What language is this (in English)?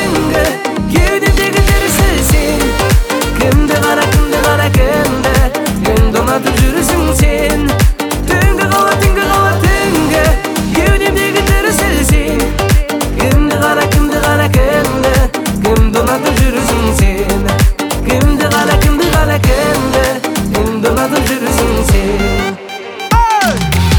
Kazakh